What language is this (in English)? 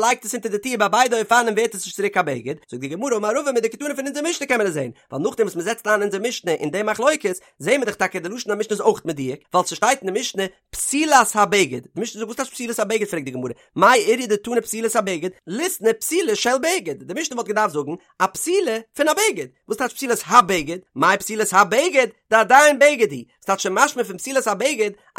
Yiddish